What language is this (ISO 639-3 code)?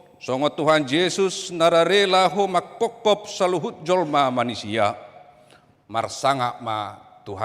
bbc